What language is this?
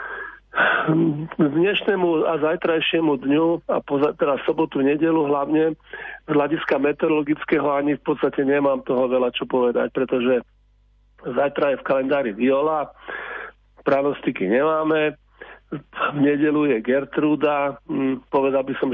Slovak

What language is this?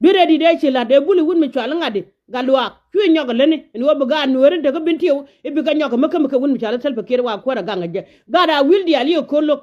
Nuer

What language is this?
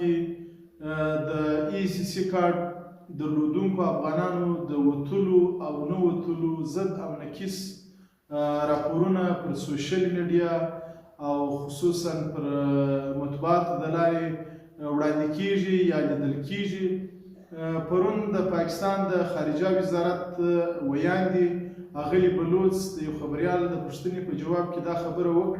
Pashto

